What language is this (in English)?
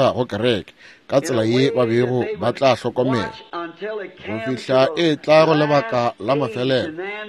Northern Sotho